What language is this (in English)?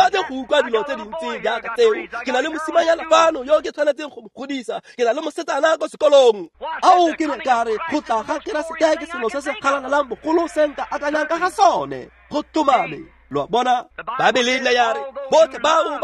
Tswana